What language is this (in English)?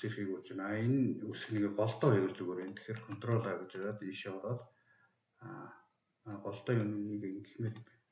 Mongolian